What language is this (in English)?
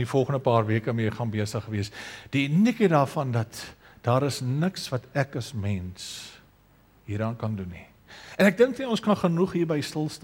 Afrikaans